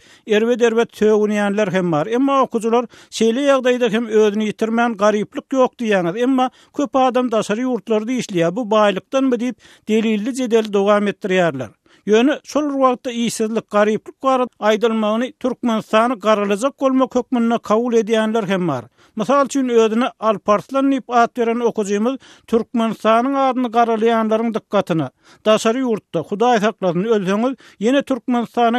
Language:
Turkmen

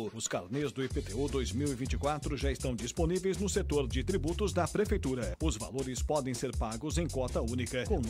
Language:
Portuguese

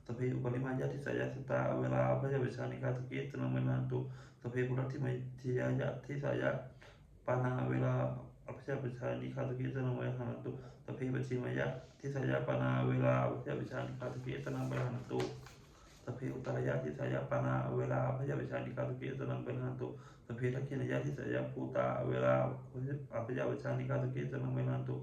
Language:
Pali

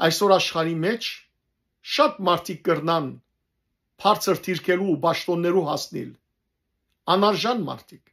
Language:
Western Armenian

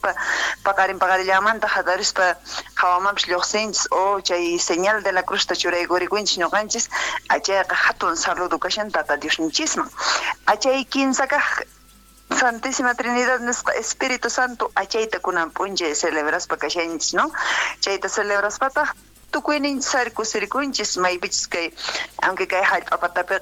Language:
South Bolivian Quechua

